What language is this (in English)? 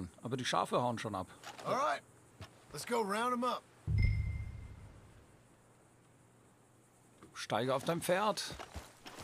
German